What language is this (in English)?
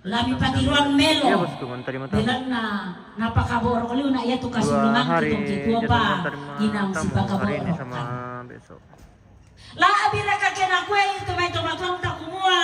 Toraja-Sa'dan